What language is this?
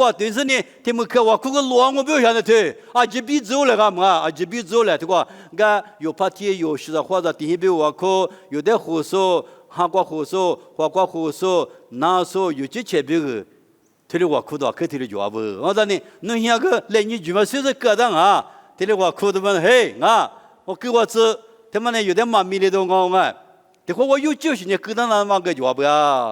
Lisu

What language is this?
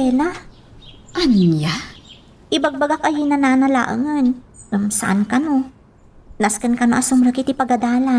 Iloko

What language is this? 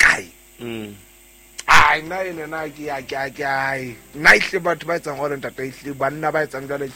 Southern Sotho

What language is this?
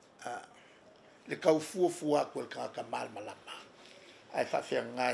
Samoan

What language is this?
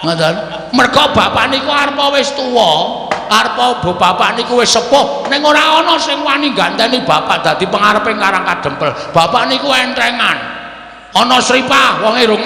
Javanese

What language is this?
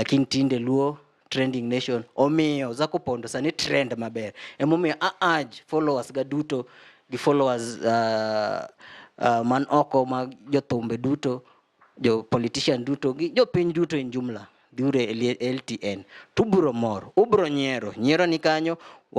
Luo (Kenya and Tanzania)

